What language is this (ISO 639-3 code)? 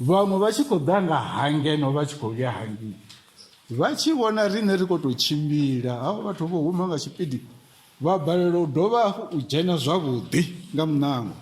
ven